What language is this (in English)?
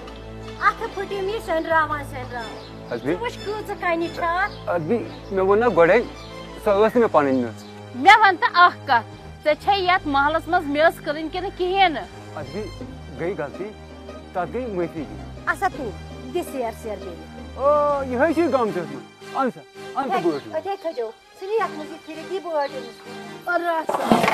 Kashmiri